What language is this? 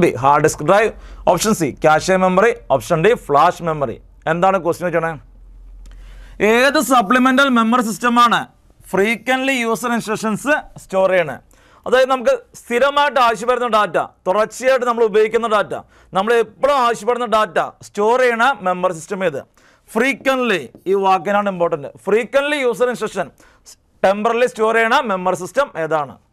Malayalam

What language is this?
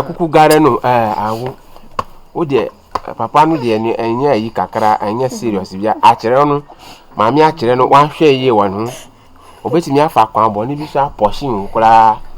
Akan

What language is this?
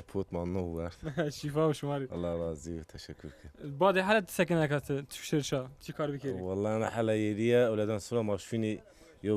Zaza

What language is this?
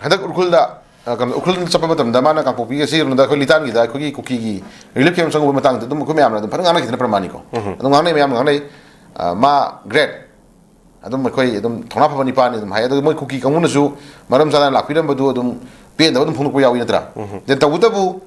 Manipuri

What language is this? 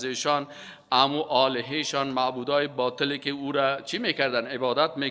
Persian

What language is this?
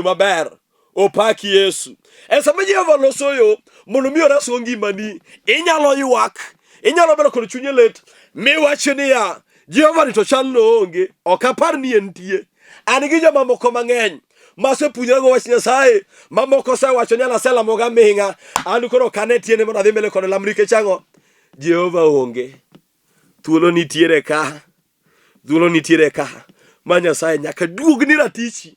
Luo (Kenya and Tanzania)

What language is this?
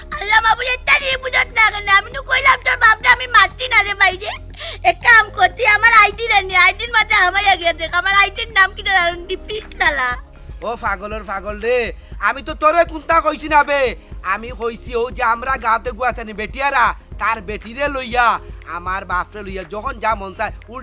Sylheti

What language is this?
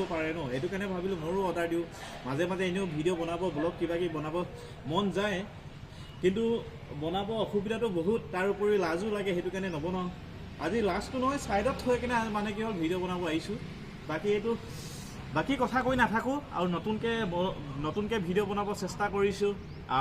Assamese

